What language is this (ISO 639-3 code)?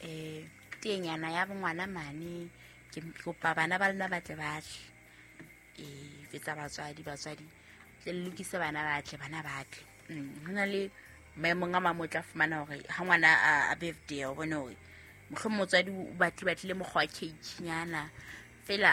sot